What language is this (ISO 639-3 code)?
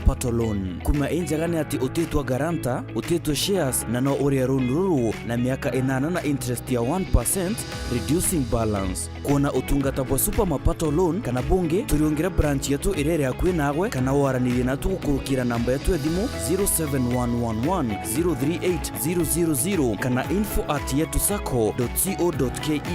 mer